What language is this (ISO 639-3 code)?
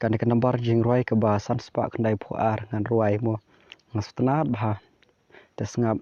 kha